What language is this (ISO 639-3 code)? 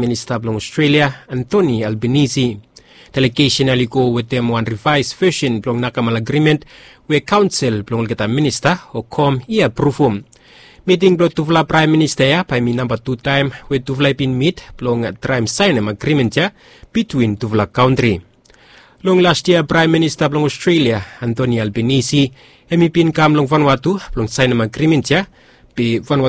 bis